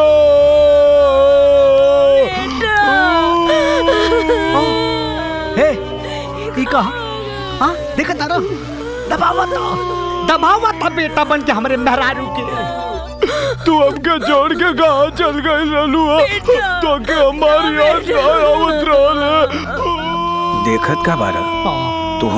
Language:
Bhojpuri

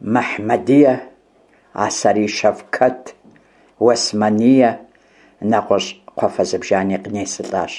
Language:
Kabardian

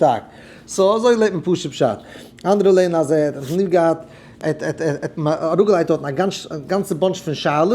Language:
Yiddish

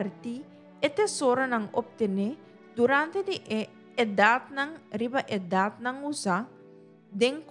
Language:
Papiamento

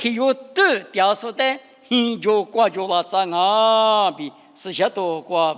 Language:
Lisu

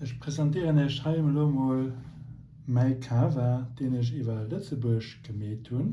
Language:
Luxembourgish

